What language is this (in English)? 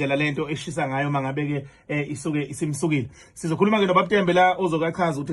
Zulu